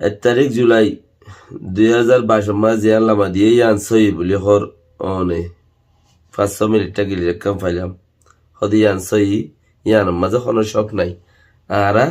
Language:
Rohingya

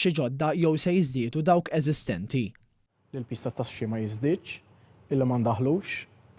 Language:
Maltese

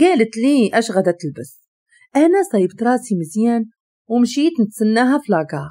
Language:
Moroccan Arabic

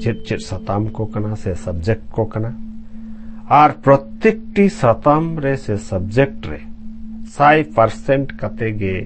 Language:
Santali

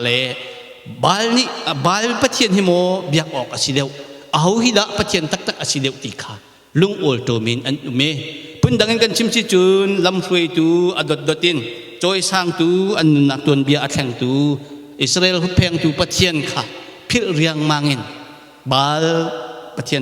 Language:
Hakha Chin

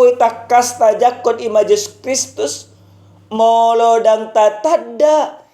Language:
Batak Toba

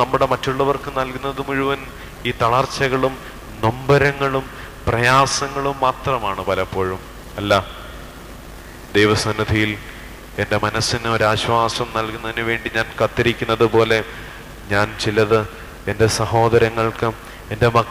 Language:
Malayalam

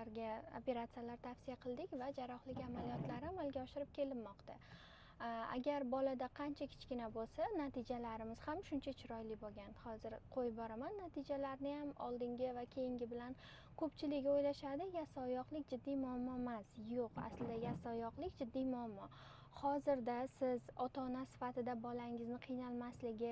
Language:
Uzbek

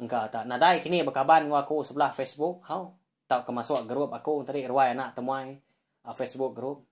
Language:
Iban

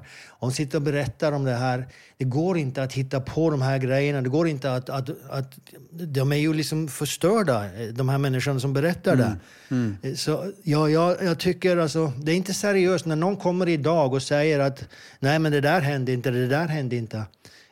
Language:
Swedish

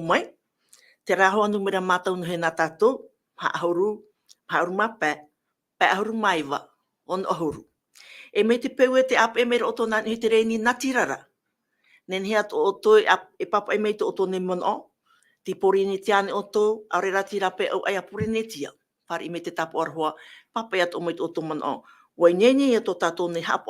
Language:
Tahitian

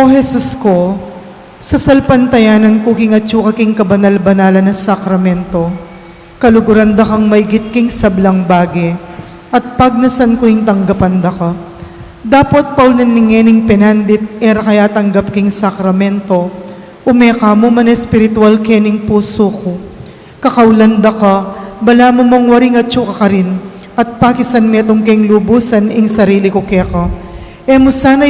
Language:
Pampanga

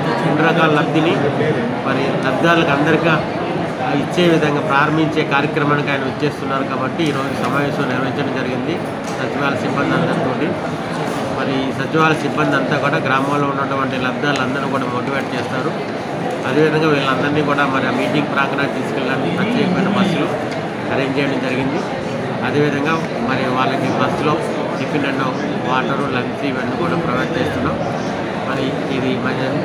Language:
Telugu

